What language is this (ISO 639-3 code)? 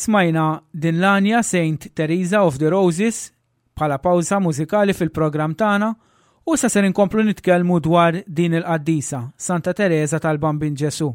mlt